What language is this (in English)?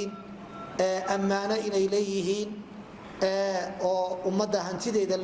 Somali